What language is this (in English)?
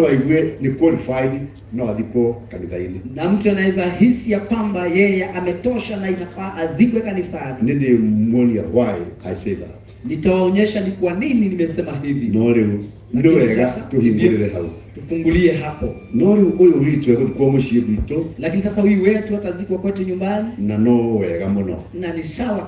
Kikuyu